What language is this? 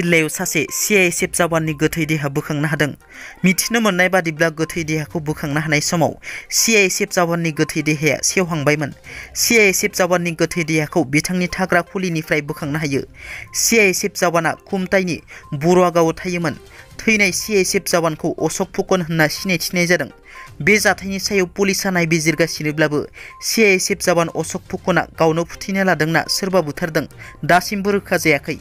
Bodo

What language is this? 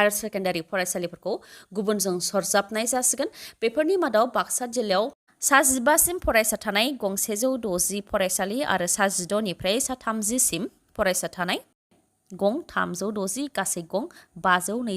Bodo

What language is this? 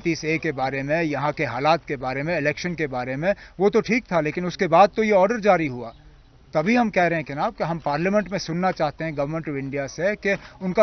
Hindi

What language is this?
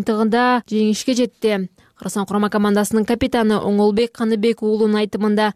Kyrgyz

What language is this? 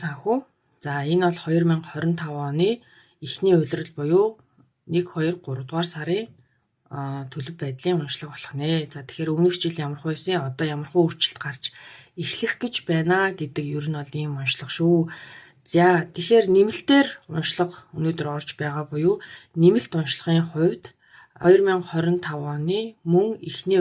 Mongolian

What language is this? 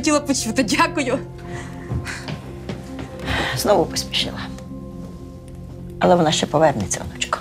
Ukrainian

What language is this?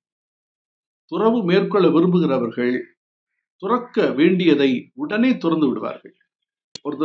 Tamil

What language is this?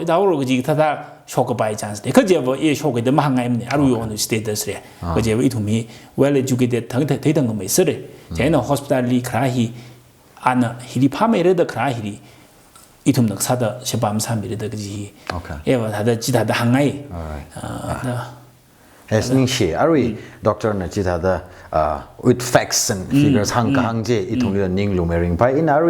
Tangkhul Naga (India)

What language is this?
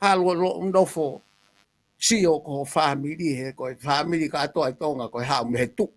Tongan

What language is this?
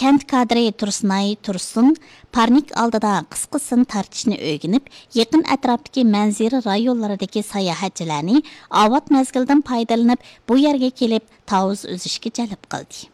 Uyghur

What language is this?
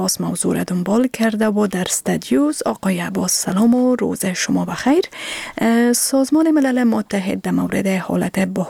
Persian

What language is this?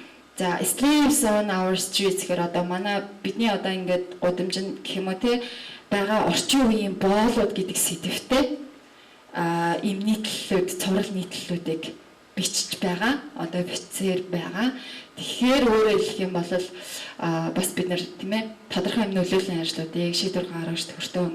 Mongolian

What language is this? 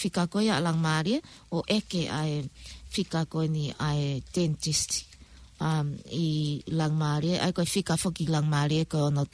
Tongan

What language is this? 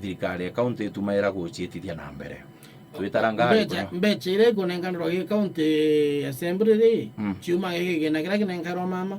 Meru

